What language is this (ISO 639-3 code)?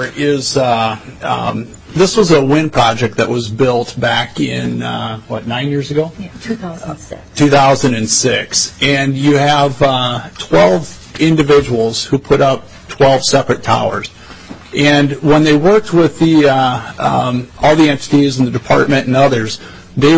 eng